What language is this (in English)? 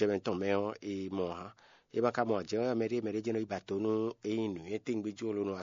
Fon